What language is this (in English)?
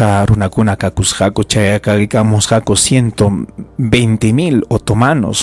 Ayacucho Quechua